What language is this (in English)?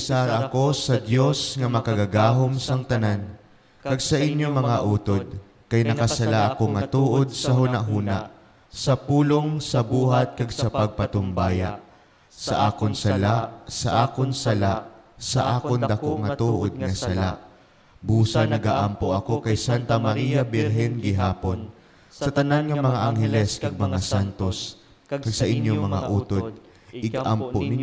Hiligaynon